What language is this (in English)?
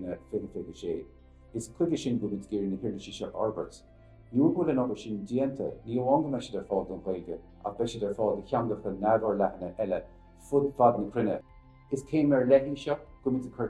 Irish